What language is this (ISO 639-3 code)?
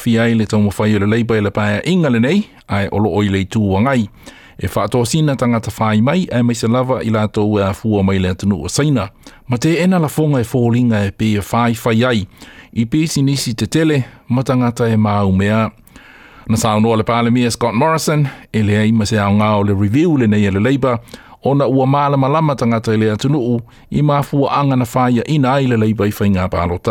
smo